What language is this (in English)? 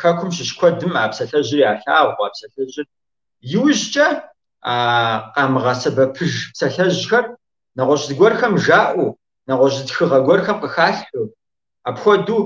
Kabardian